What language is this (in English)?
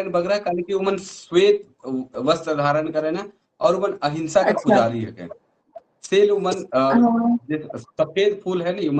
Sadri